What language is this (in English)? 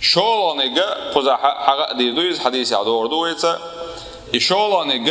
Chechen